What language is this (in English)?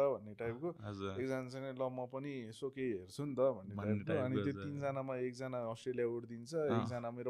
Nepali